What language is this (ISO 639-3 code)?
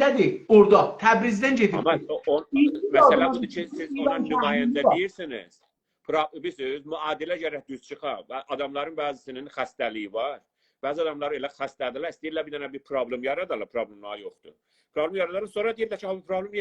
azb